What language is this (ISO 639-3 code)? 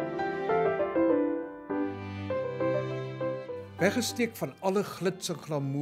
afr